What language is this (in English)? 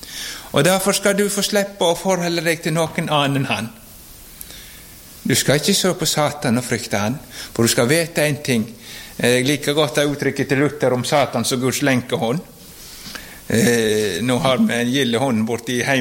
Norwegian